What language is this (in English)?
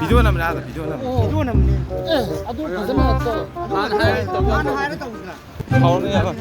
Manipuri